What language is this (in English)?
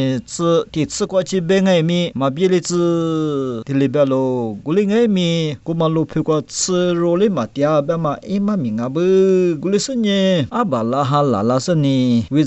Lisu